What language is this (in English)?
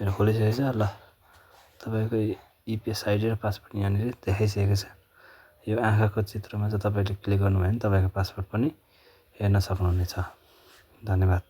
Nepali